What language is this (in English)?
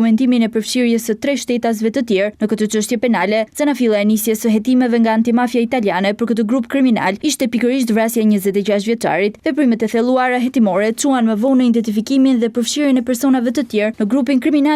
Albanian